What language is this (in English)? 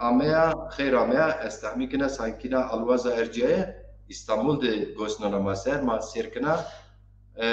Zaza